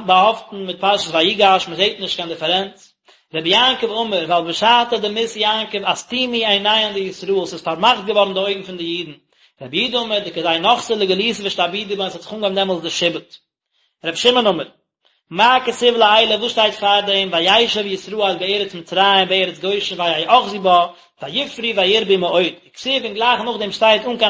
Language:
Yiddish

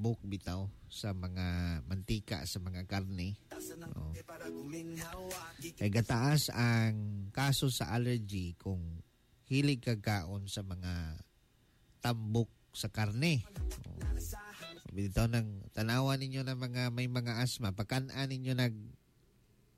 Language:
Cebuano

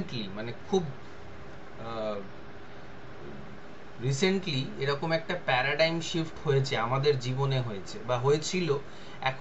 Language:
Bangla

